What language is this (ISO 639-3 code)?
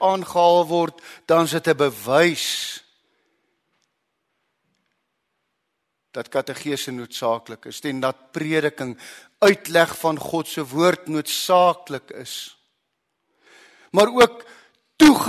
afr